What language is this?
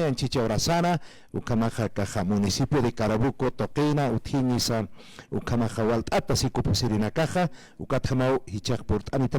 Aymara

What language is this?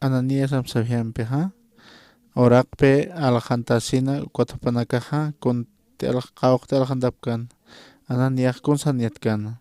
Aymara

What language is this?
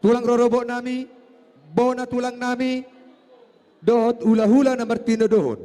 Batak Toba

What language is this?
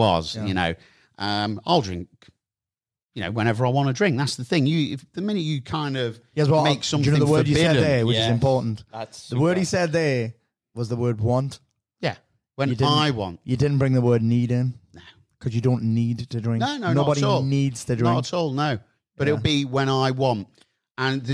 English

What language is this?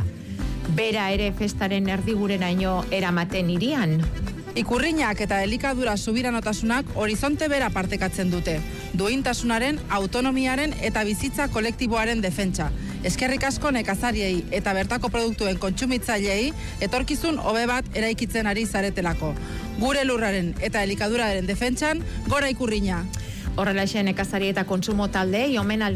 Basque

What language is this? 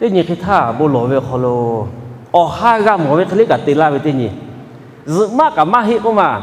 Lahu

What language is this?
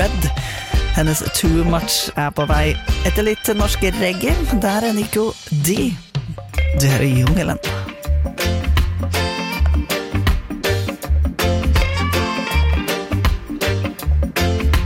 Norwegian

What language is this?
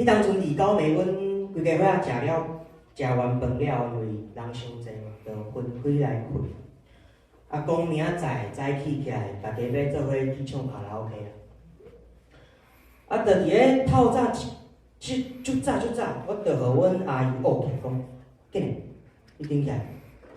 Min Nan Chinese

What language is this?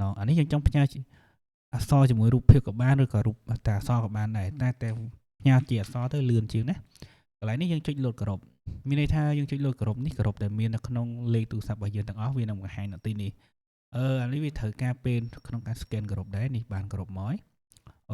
Khmer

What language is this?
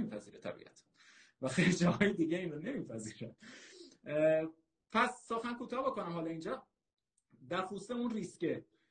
Persian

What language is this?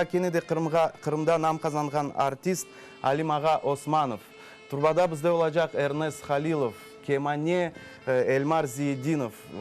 Crimean Tatar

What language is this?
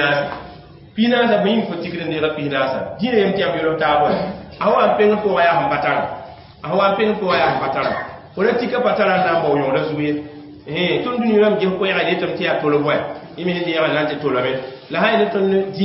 Mossi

